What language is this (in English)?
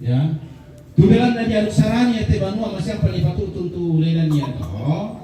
Toraja-Sa'dan